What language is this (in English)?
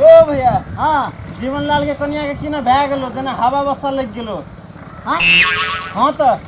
Maithili